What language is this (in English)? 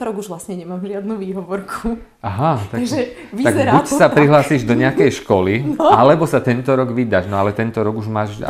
Slovak